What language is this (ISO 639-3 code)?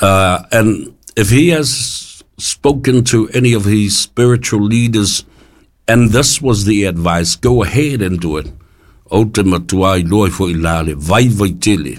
smo